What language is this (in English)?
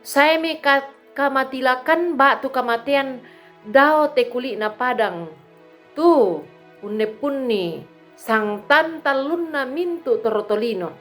Toraja-Sa'dan